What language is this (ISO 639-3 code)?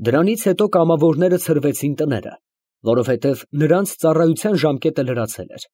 hye